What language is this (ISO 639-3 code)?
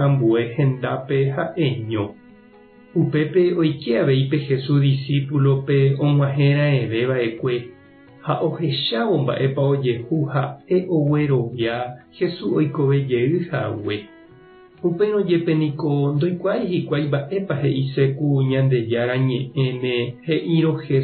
grn